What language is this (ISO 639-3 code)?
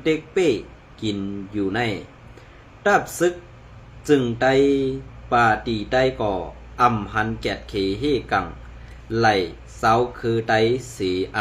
shn